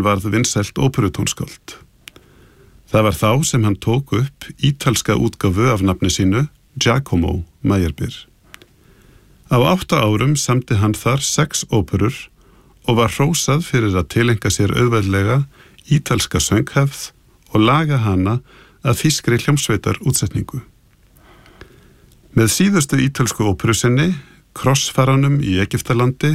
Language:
Icelandic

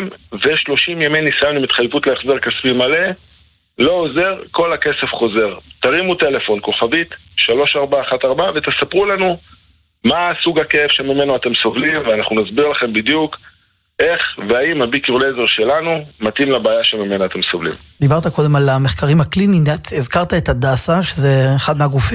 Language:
Hebrew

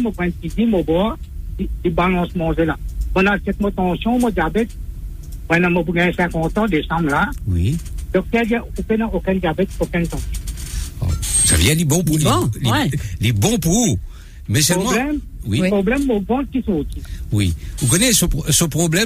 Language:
Morisyen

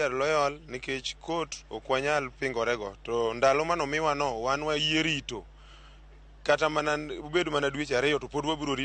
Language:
Luo (Kenya and Tanzania)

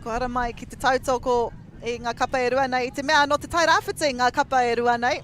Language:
Māori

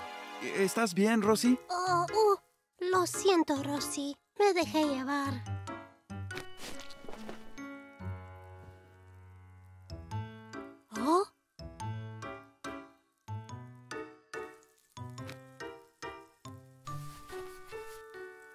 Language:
Spanish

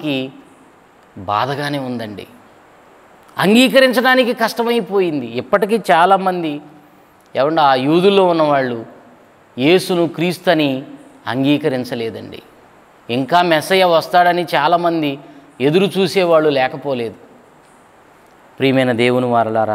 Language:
Telugu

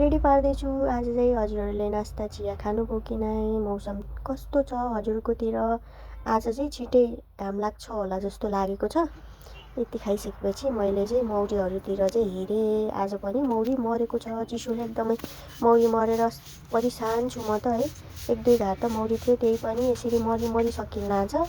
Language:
Nepali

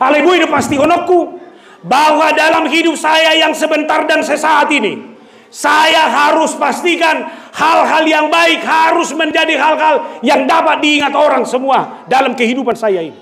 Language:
Batak Toba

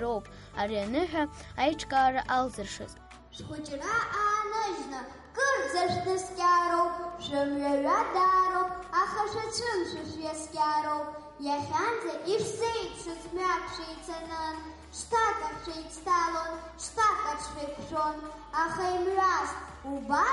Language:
Abkhazian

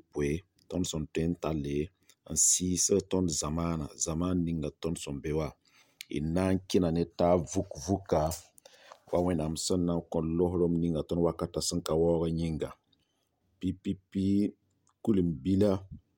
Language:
Mossi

